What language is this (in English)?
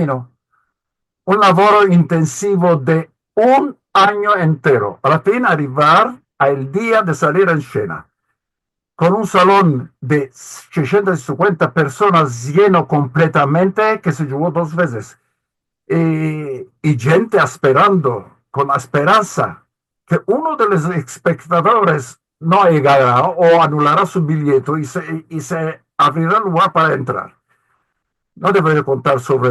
Ladino